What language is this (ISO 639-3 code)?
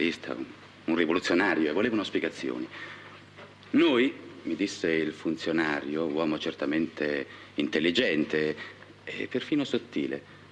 ita